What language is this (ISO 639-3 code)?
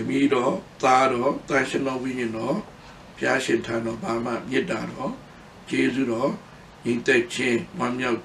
mya